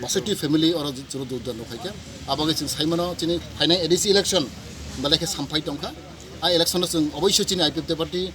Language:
Kok Borok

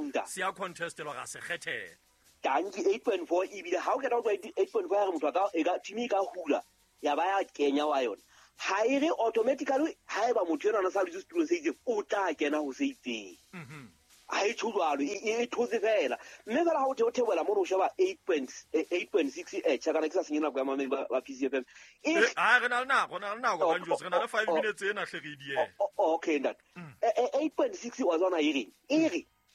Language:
Southern Sotho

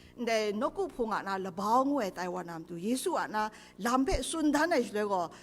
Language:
Kachin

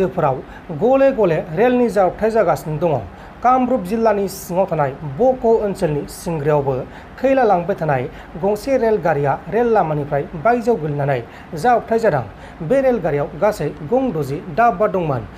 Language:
Bodo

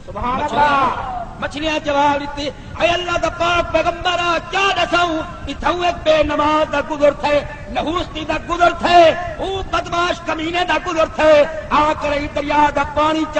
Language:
Saraiki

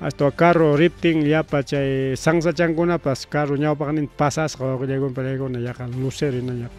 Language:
Ayacucho Quechua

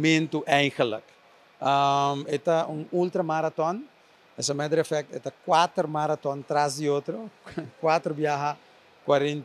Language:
Papiamento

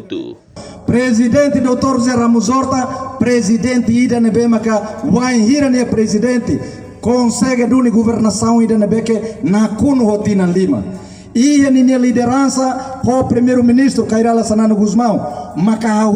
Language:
Tetum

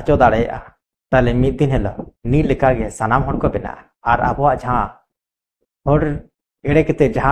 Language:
Santali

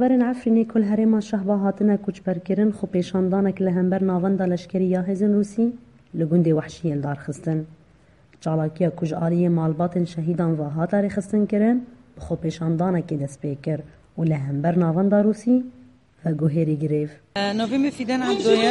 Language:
Kurdish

